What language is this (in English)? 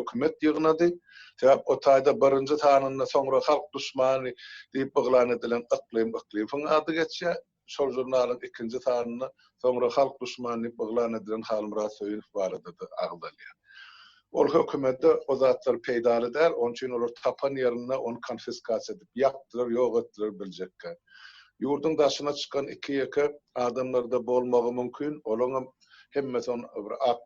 Turkmen